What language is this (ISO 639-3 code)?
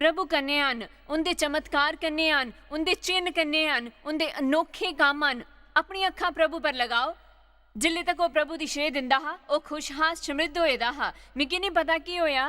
doi